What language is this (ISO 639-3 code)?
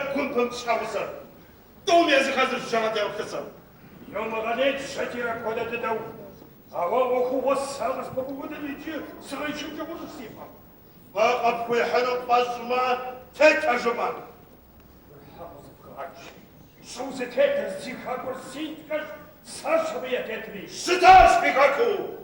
kbd